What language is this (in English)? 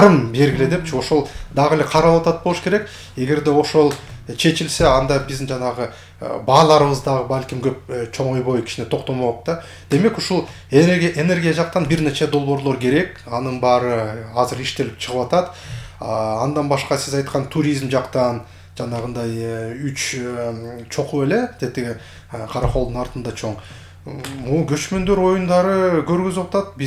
Kyrgyz